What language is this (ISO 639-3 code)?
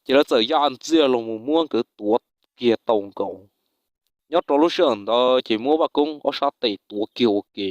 hmn